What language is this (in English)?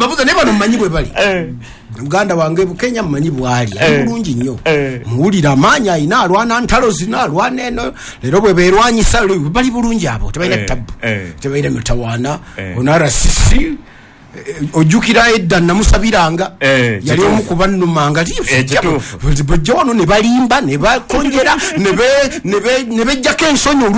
Ganda